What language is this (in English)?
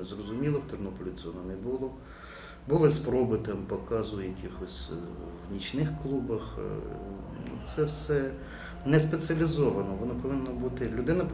Ukrainian